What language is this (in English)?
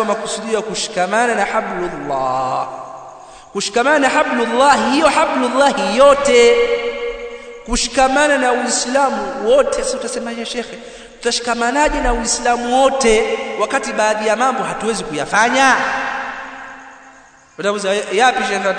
Swahili